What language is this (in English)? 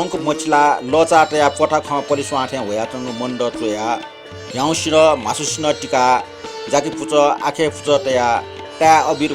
Newari